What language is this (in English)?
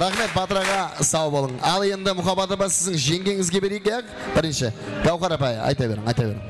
Kara-Kalpak